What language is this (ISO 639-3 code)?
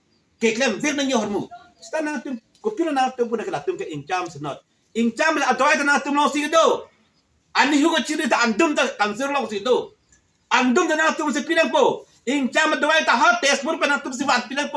mjw